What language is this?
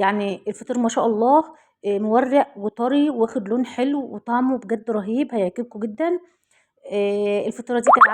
Egyptian Arabic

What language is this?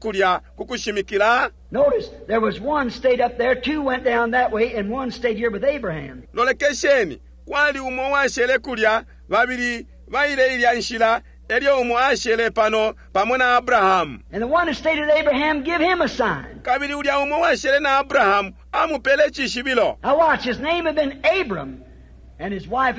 Bemba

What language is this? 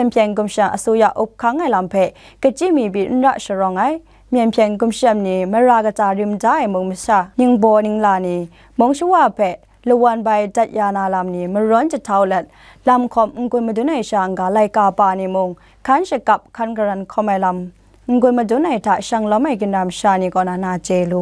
Kachin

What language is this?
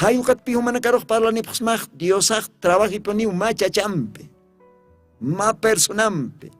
Aymara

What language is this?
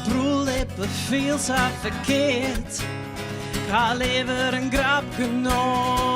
Western Frisian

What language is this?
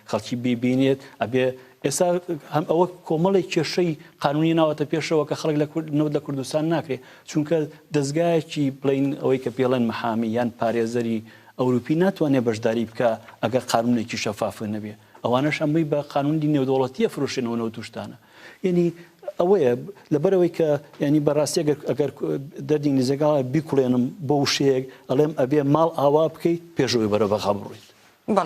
Central Kurdish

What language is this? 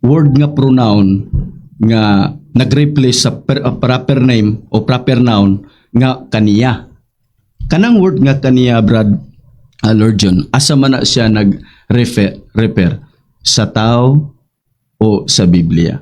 Cebuano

